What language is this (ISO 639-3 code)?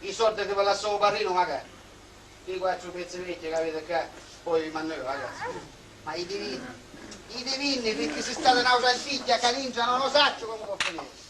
scn